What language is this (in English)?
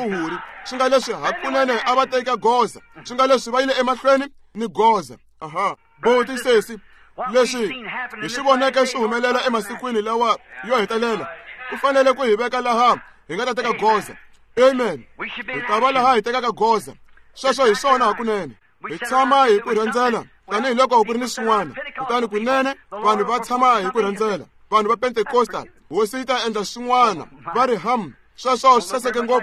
Tsonga